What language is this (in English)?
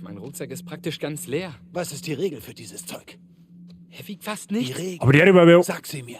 Bavarian